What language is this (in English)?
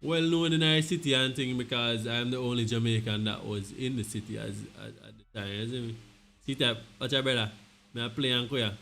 Jamaican Creole English